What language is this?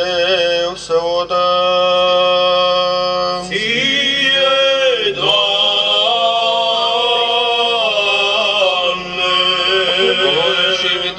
Romanian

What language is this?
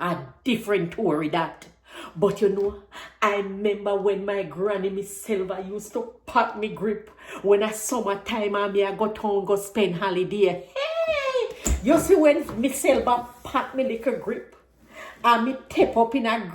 Jamaican Creole English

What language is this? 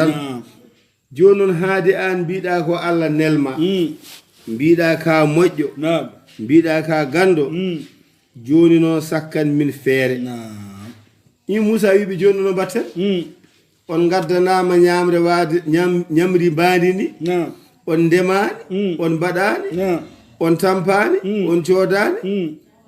Fula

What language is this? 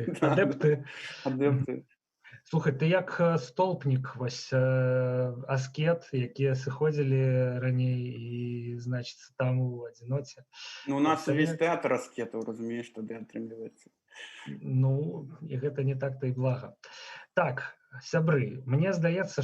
Belarusian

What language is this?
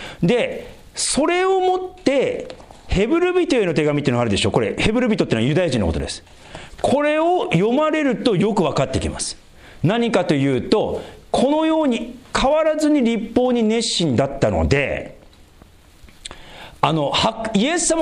Japanese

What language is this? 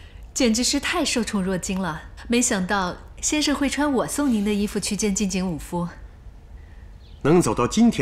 Chinese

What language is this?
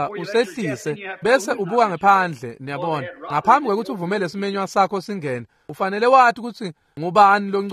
Swati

